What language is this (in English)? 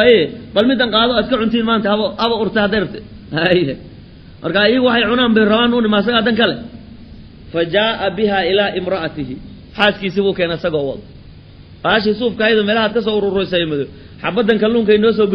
Somali